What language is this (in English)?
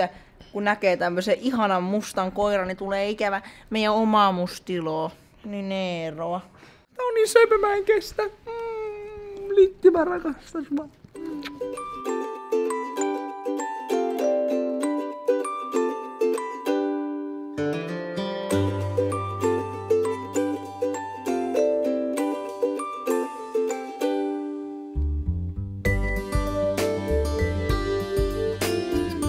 Finnish